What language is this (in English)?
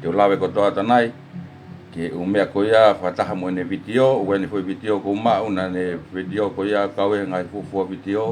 Tongan